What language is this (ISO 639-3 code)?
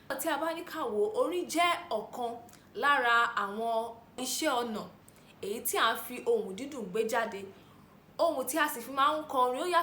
yor